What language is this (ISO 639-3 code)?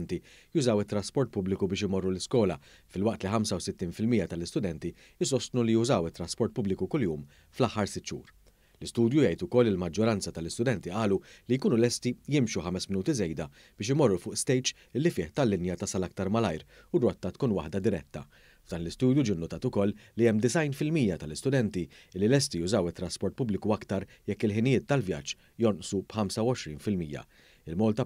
mlt